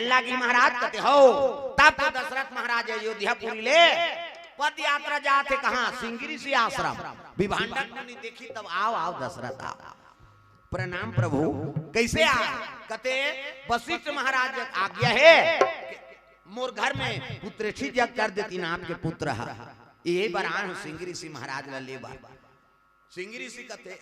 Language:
Chhattisgarhi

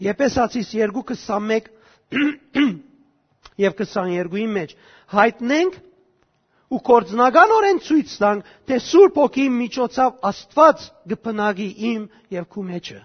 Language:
Western Armenian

